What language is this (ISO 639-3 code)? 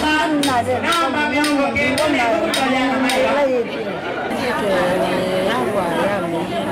kam